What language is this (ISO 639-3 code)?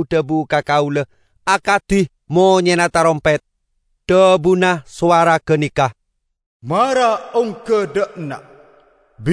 mad